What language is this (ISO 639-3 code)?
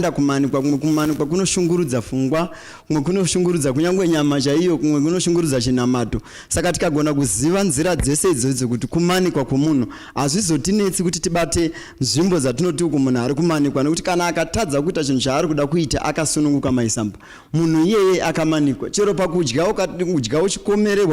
sna